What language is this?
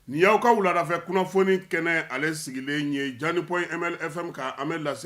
Bambara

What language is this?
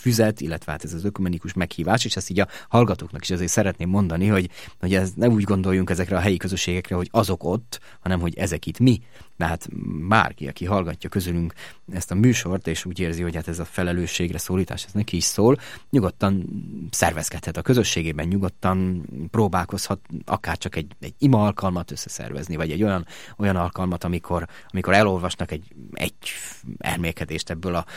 Hungarian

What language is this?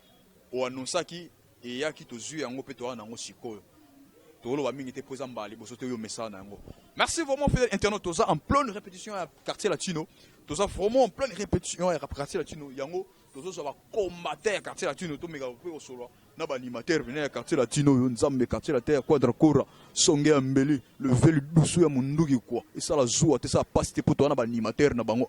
Lingala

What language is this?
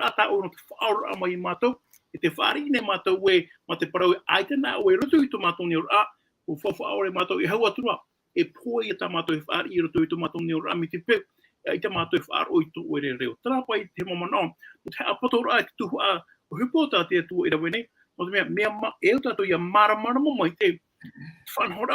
Tahitian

